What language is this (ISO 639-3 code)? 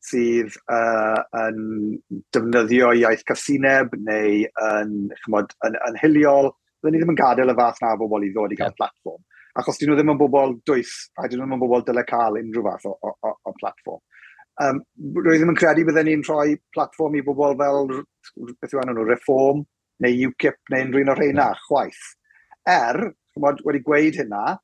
cym